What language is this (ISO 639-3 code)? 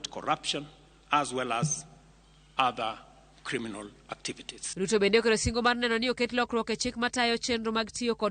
luo